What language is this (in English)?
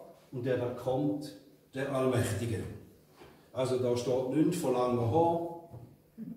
Swiss German